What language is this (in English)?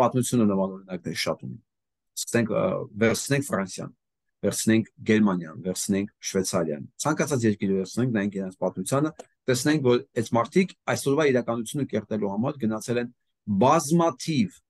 Armenian